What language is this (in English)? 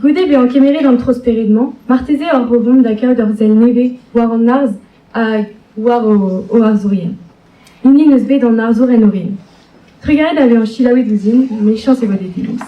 Breton